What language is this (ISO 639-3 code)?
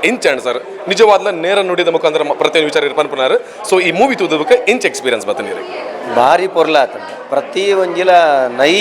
tcy